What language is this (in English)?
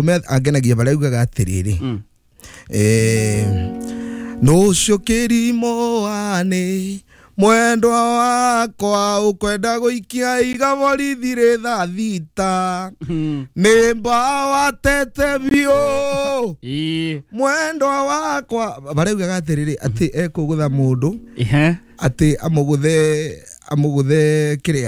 Kikuyu